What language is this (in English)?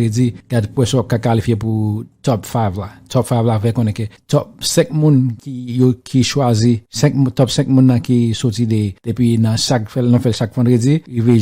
Haitian Creole